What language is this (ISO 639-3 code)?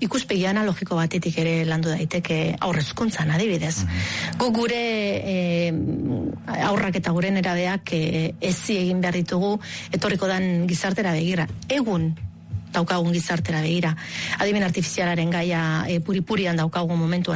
eus